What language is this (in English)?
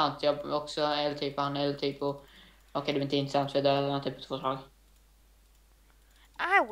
Swedish